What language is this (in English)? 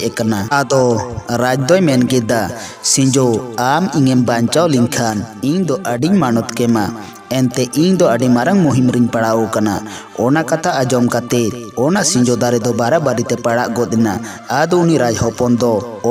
Santali